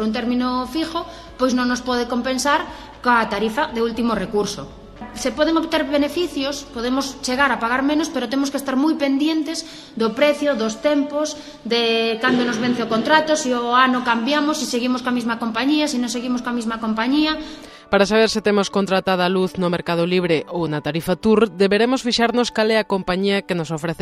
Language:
Galician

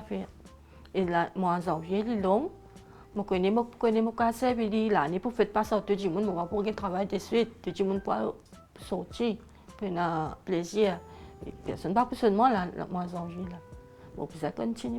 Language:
Morisyen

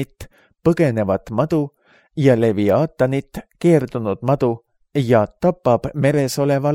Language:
Estonian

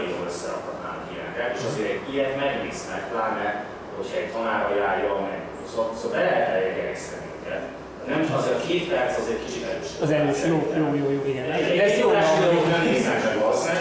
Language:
Hungarian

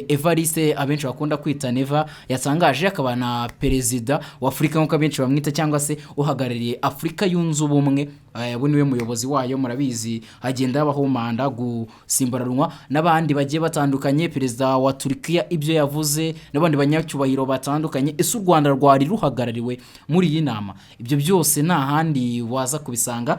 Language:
Kinyarwanda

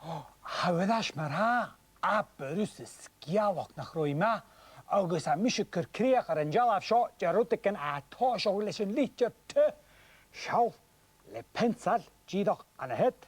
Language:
Scottish Gaelic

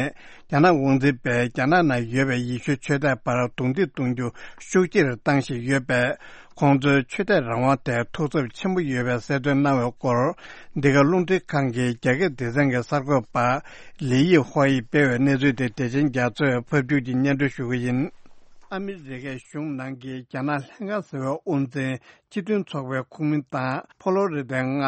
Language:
Tibetan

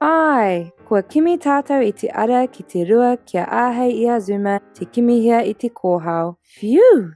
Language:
Māori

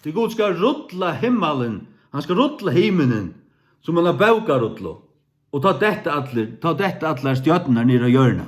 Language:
Faroese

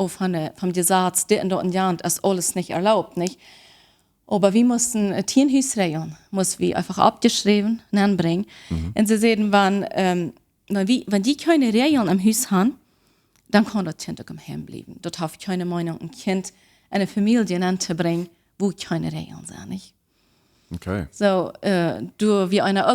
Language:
Plautdietsch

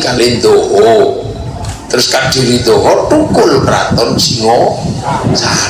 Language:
Javanese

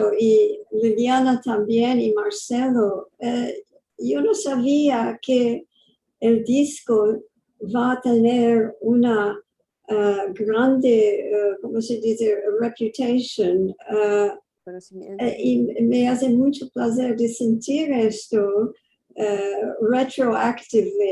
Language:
Ladino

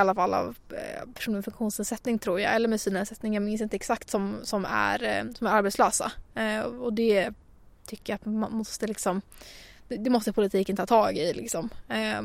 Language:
Swedish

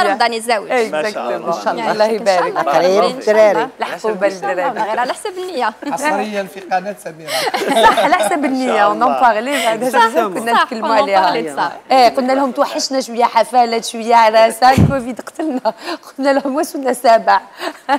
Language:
Algerian Arabic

